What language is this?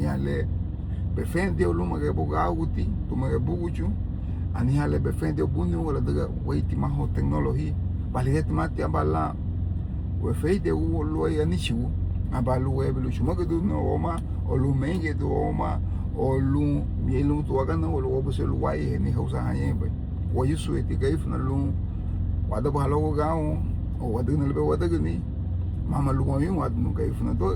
Garifuna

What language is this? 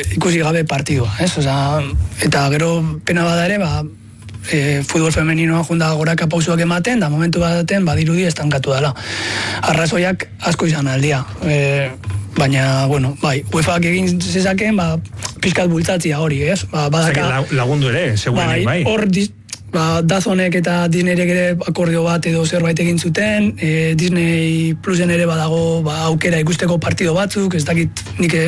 Basque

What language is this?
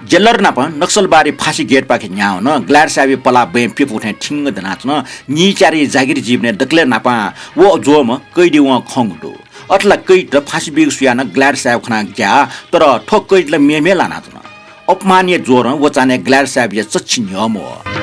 Newari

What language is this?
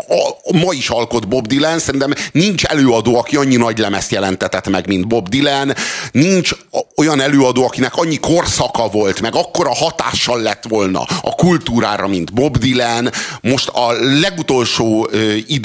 Hungarian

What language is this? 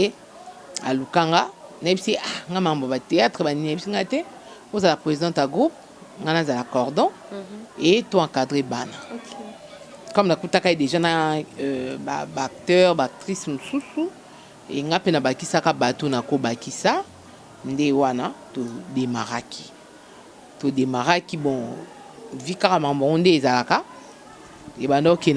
Lingala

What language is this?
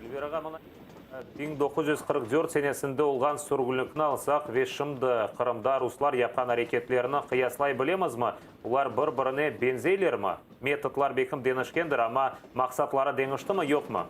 Crimean Tatar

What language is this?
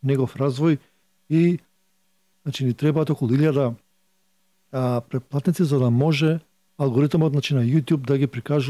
Macedonian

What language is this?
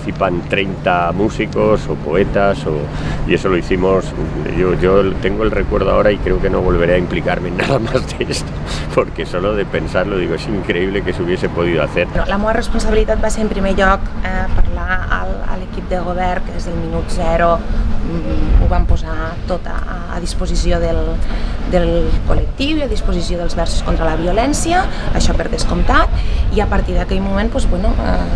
Catalan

